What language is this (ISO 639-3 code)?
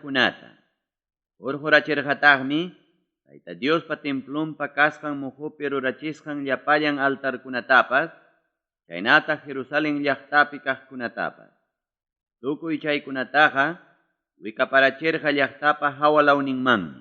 quy